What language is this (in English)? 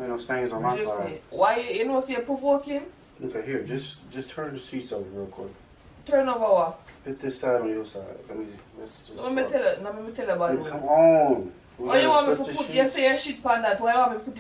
Jamaican Creole English